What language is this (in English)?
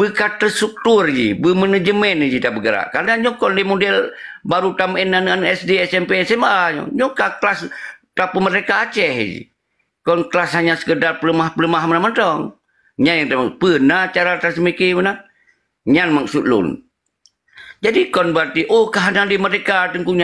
Achinese